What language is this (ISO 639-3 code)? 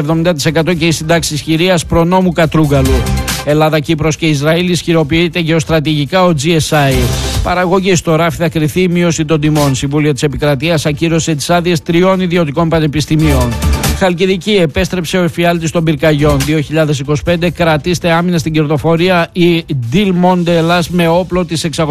ell